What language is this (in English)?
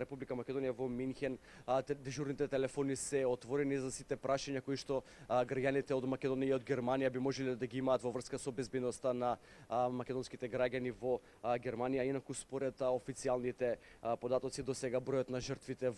Macedonian